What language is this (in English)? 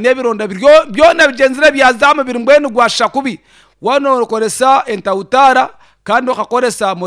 Nyankole